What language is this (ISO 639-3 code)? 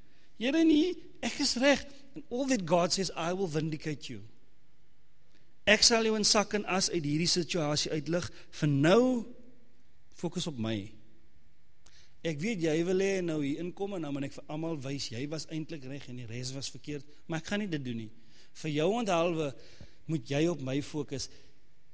afr